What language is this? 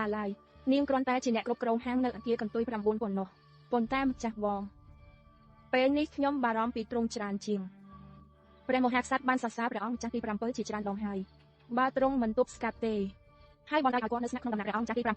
Khmer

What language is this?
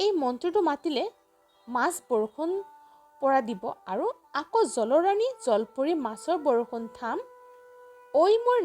Assamese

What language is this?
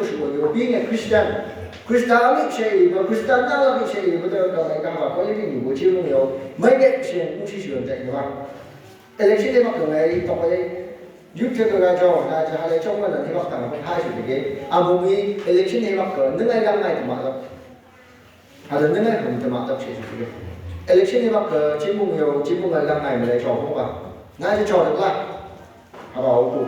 Phom Naga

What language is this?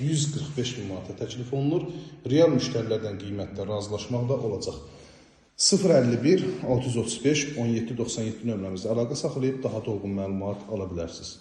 Azerbaijani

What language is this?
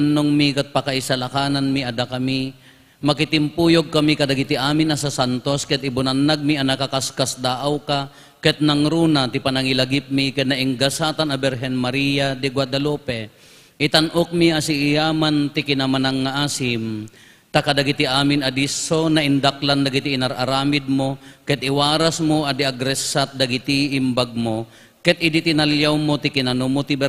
Iloko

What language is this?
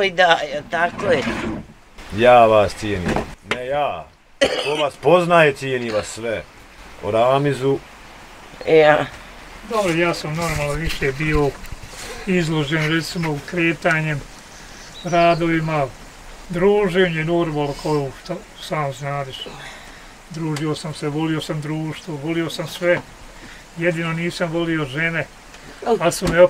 Bosnian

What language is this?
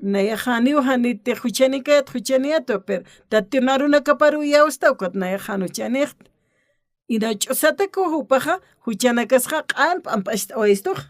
Aymara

